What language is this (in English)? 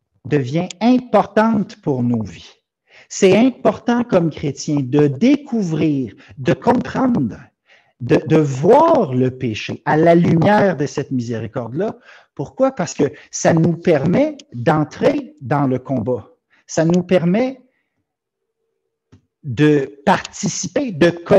French